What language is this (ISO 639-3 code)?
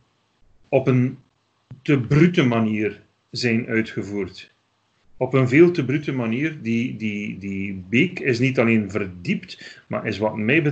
nld